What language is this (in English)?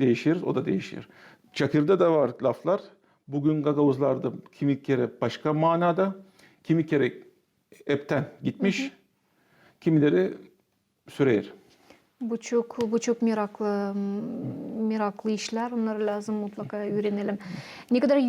Gagauz